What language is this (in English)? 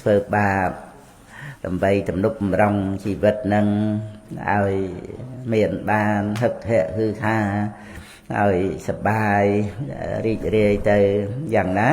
Khmer